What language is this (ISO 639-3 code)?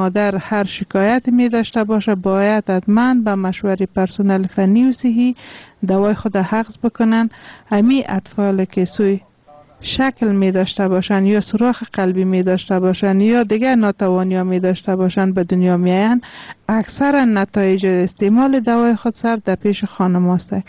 fas